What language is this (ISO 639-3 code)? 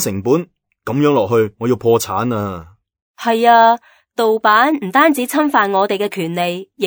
yue